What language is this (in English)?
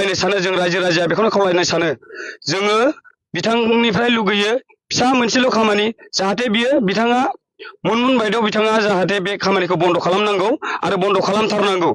Bodo